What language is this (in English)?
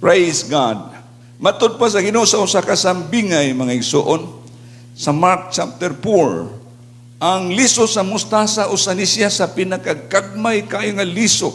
Cebuano